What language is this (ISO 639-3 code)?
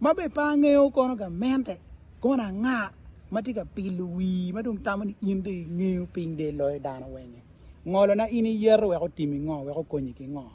ach